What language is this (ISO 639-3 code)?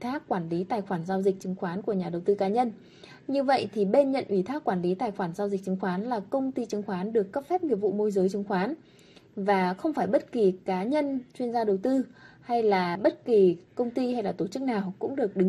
vie